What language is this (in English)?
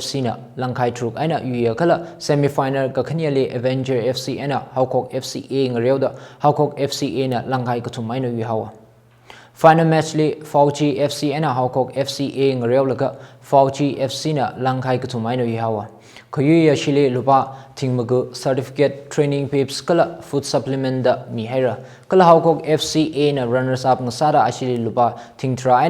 Tangkhul Naga (India)